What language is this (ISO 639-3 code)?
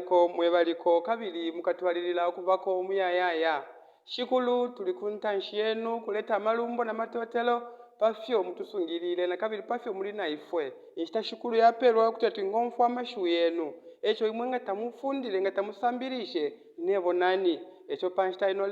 bem